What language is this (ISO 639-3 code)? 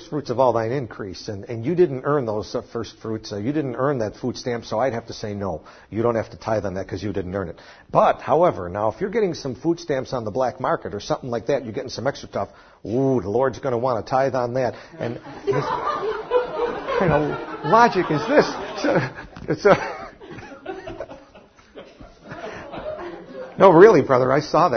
eng